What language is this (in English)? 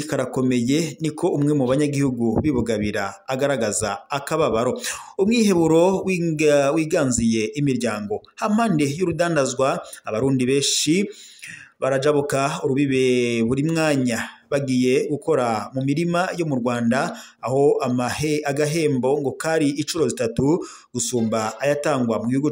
Rundi